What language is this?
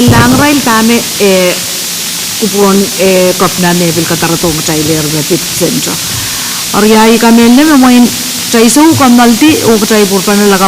Pohnpeian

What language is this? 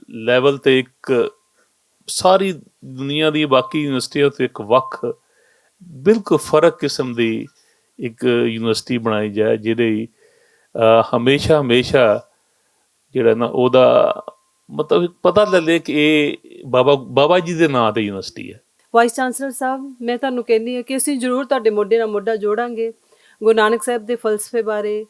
Western Panjabi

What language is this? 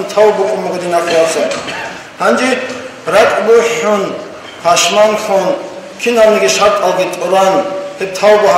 Avaric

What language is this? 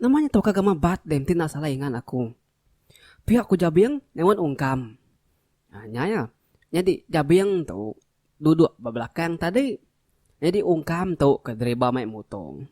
Iban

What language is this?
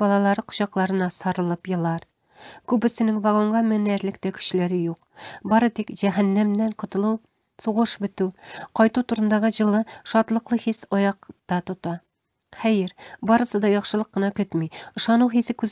Tatar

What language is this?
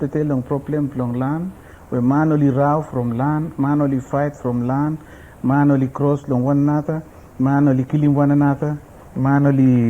Bislama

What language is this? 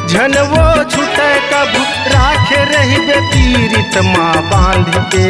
Chhattisgarhi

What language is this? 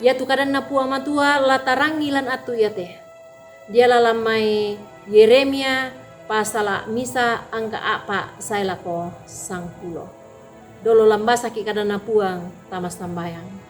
Toraja-Sa'dan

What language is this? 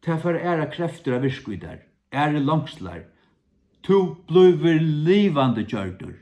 Faroese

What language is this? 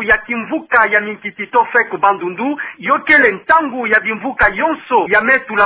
Kituba (Democratic Republic of Congo)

